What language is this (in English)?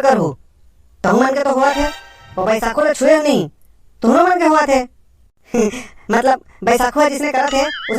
Chhattisgarhi